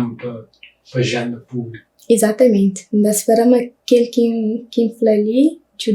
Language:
Kabuverdianu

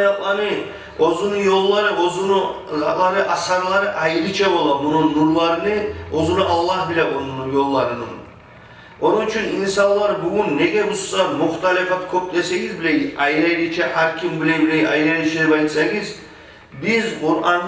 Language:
Kumyk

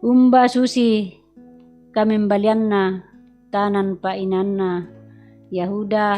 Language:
Toraja-Sa'dan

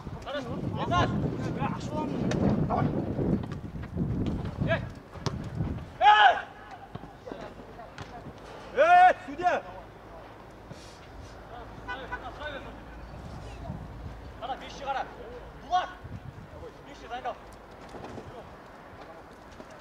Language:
Kazakh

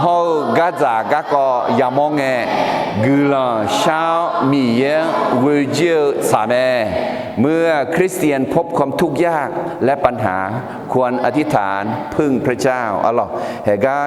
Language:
Akha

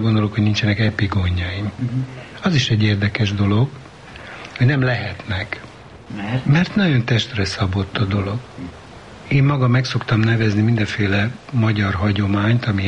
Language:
Hungarian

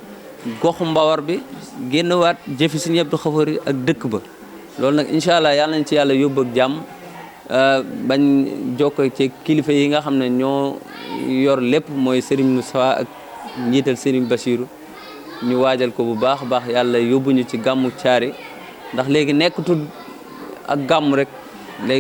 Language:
Wolof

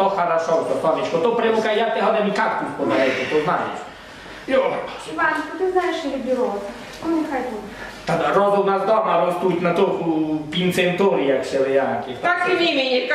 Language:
Rusyn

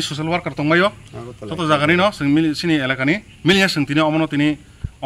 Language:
Kok Borok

